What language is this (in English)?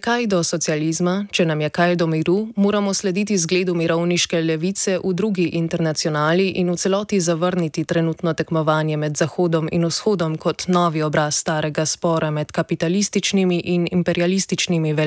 Slovenian